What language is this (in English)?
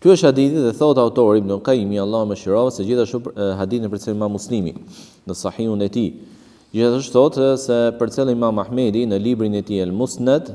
Albanian